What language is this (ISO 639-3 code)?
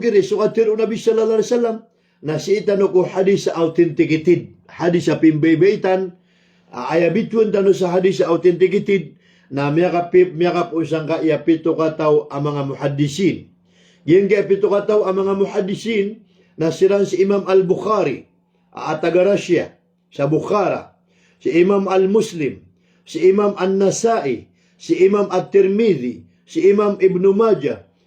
mrw